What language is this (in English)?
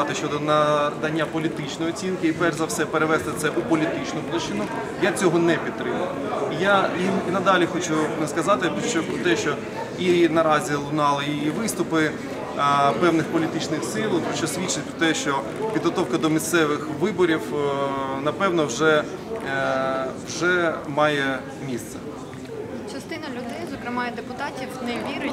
Ukrainian